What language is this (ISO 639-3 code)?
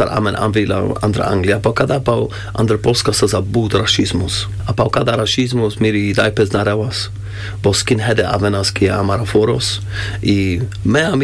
rmc